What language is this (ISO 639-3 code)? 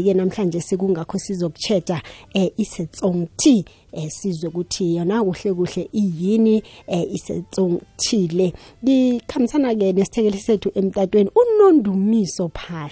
nbl